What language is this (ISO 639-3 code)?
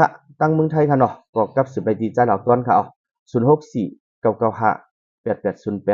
shn